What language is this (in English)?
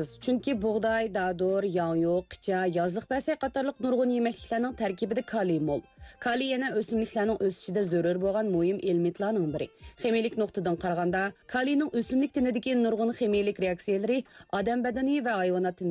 Uyghur